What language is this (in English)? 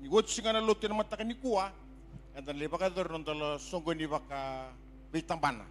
Fijian